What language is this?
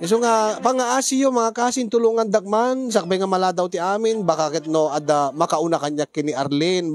Iloko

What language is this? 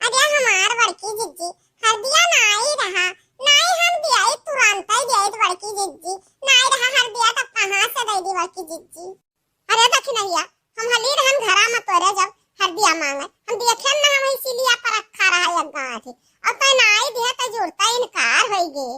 Awadhi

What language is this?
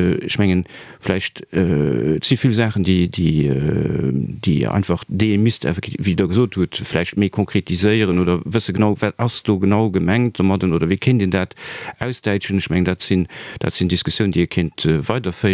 Luxembourgish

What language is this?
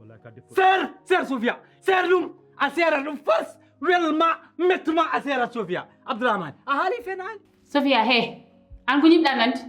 Fula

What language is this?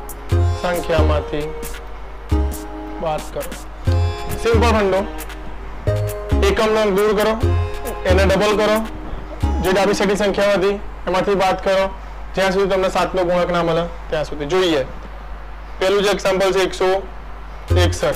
Gujarati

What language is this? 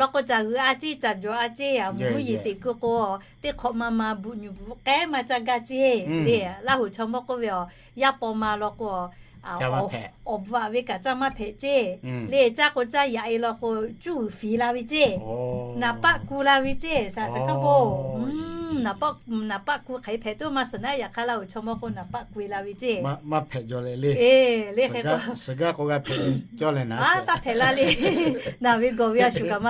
Lahu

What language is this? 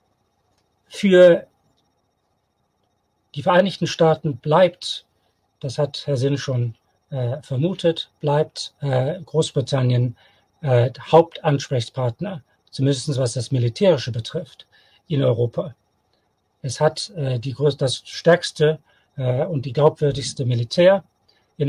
German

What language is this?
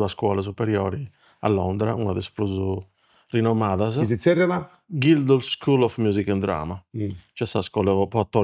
Sardinian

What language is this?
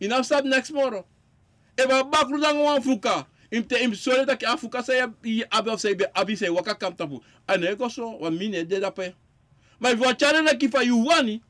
Sranan Tongo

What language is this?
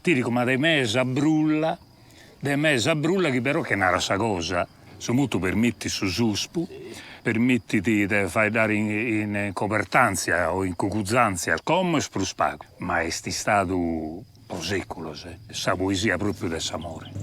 Sardinian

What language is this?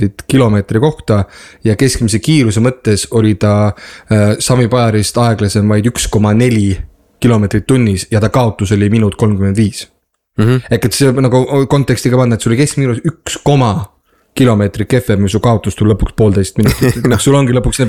Estonian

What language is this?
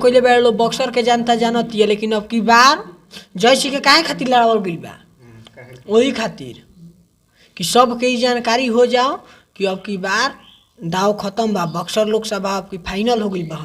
Bhojpuri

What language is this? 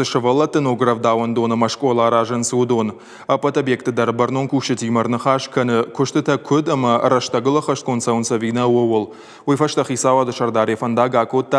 Ossetic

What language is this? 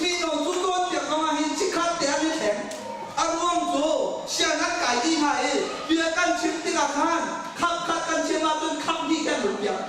Hakha Chin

